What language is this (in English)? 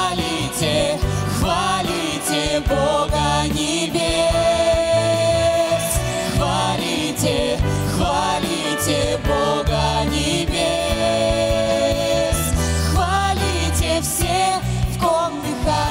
Russian